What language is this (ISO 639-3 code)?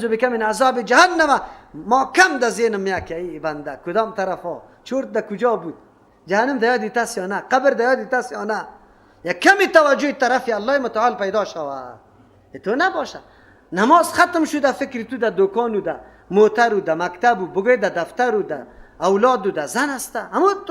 fas